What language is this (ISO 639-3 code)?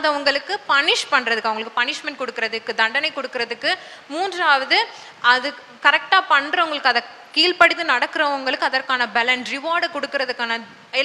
tam